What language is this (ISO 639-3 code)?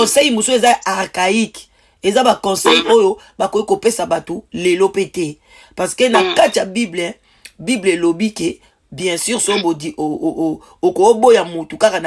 lin